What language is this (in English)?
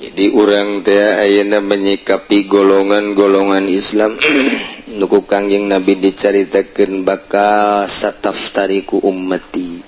Sundanese